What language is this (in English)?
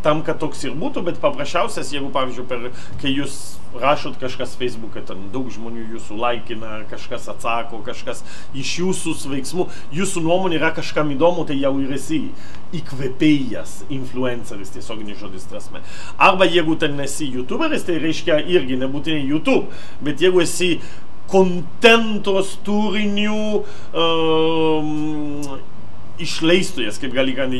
Lithuanian